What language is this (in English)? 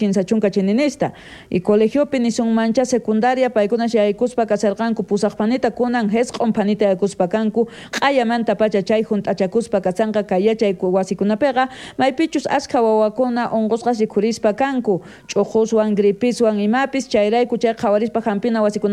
South Bolivian Quechua